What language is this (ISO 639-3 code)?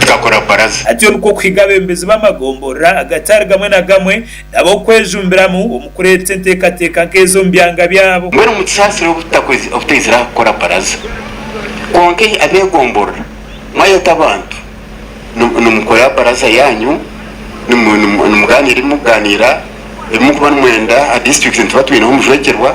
nyn